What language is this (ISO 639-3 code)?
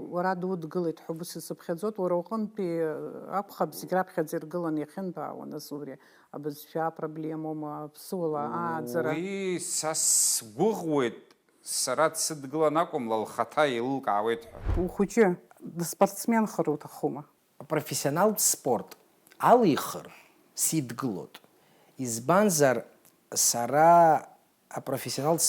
abk